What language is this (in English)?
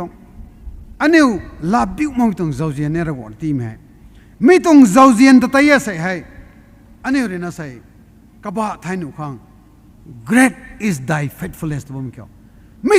Rongmei Naga